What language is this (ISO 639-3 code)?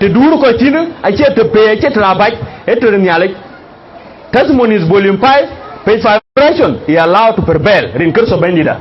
din